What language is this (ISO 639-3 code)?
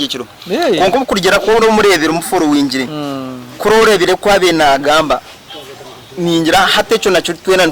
nyn